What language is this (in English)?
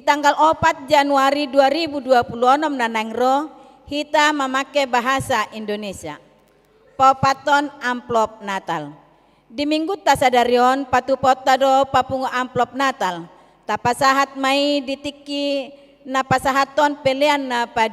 Batak Toba